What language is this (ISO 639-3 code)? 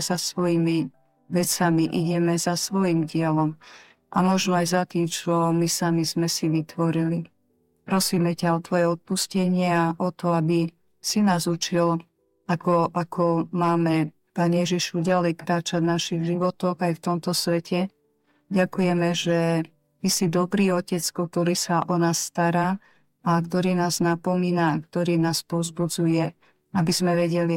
slk